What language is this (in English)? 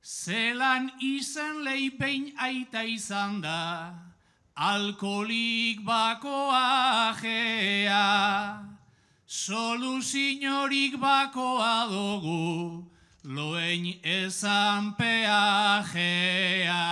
Basque